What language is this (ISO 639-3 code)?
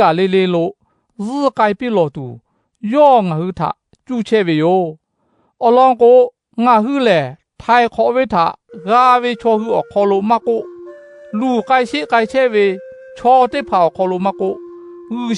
lhu